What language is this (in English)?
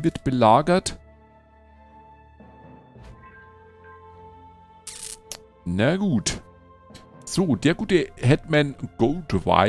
German